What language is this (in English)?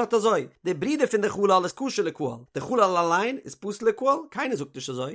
Yiddish